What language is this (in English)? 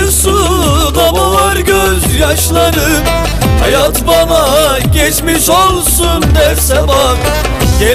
Turkish